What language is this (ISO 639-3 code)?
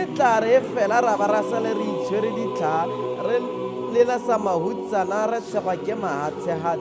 tsn